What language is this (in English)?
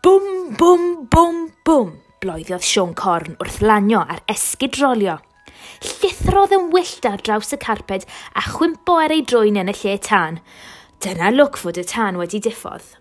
Welsh